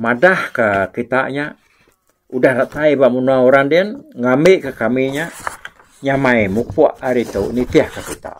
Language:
Iban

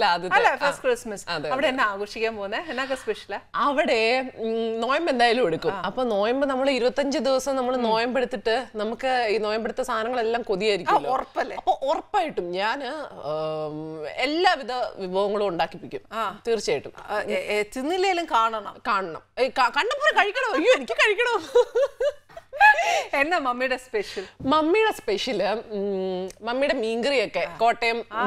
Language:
Malayalam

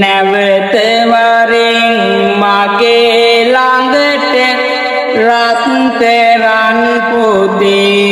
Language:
Sinhala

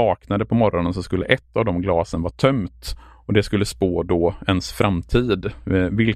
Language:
Swedish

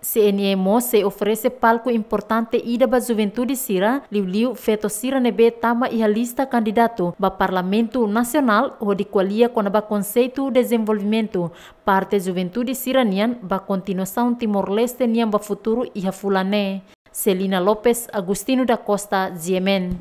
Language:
Tetum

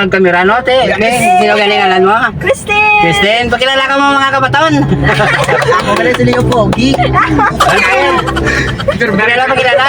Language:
Hiligaynon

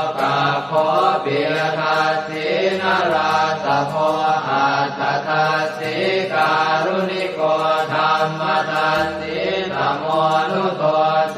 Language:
Pali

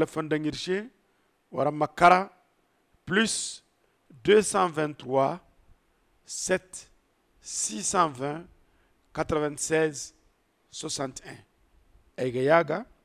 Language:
Zarma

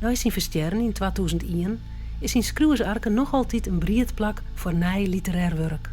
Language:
Western Frisian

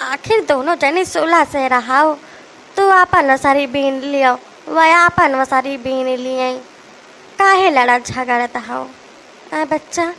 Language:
Awadhi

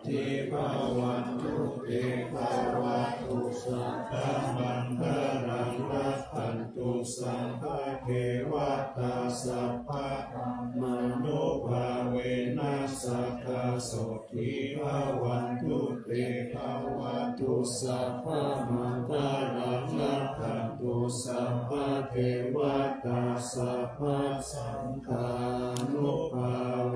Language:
Pali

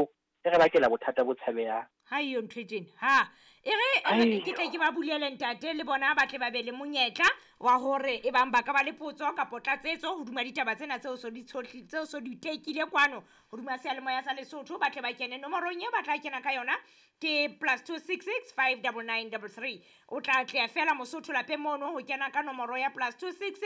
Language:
Southern Sotho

